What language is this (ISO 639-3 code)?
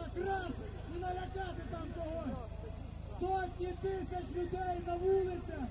ukr